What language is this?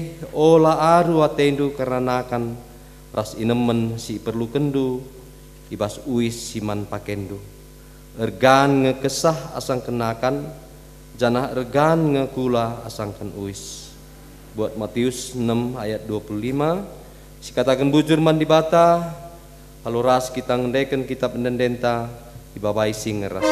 Batak Karo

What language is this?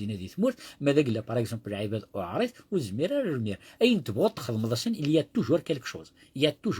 Kabyle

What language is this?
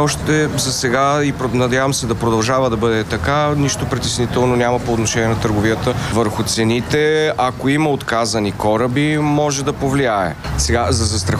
Bulgarian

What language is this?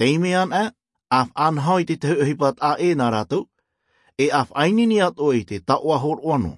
Tahitian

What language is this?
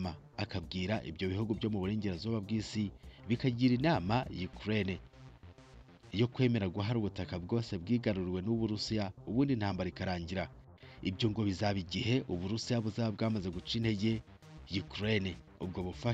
Kinyarwanda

